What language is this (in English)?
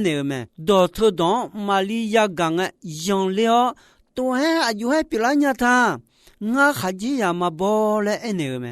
Akha